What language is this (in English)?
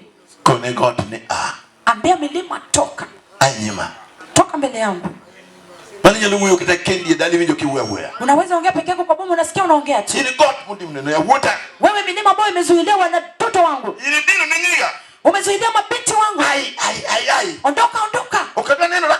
Luo (Kenya and Tanzania)